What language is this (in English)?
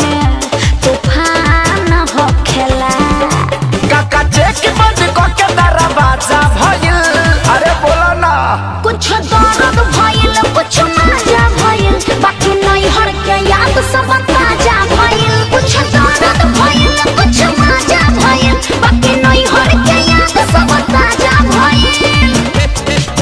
Bhojpuri